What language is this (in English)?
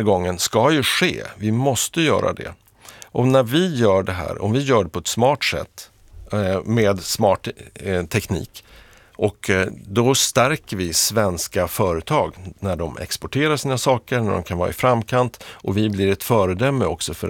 Swedish